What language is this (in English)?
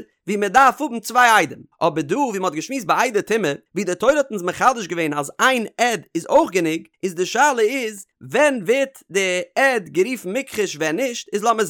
Yiddish